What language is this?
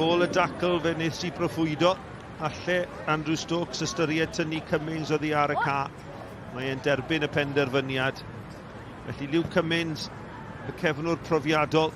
Welsh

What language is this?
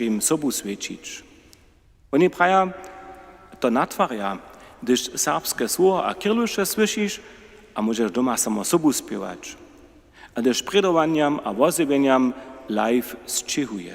Upper Sorbian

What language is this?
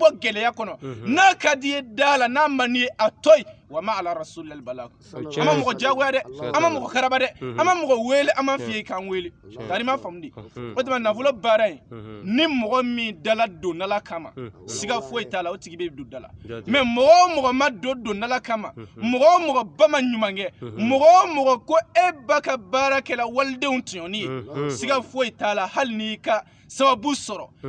Bambara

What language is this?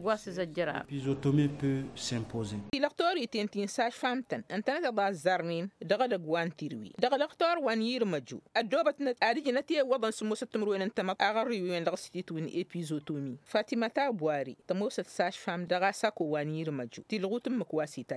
Tamasheq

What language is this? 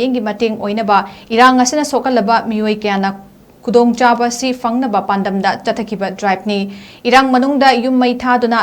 Manipuri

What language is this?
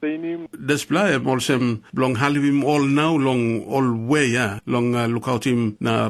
Tok Pisin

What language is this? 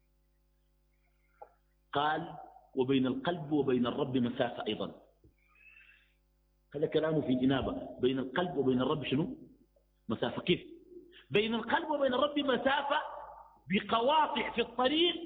Arabic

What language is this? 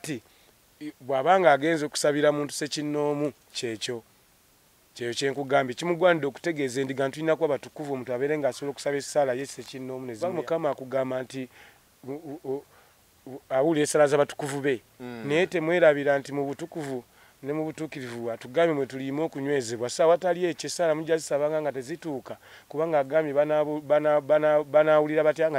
Ganda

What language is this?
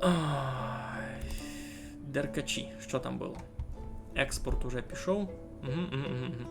Rusyn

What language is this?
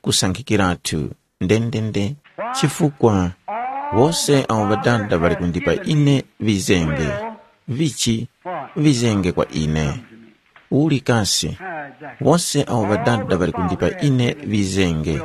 Tumbuka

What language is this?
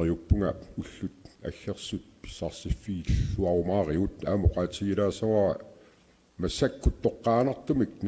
Kalaallisut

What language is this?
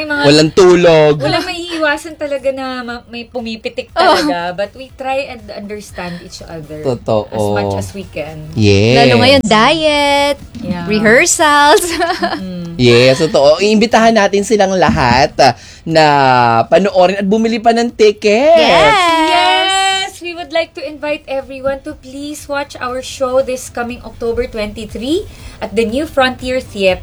Filipino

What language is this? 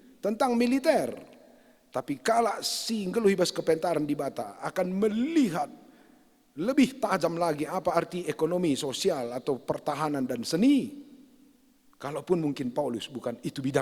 Batak Karo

